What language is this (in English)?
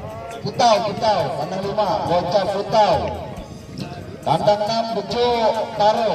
Indonesian